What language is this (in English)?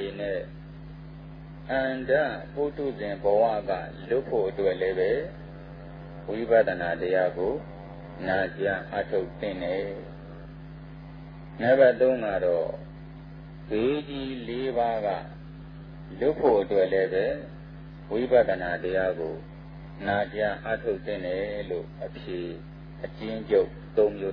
Burmese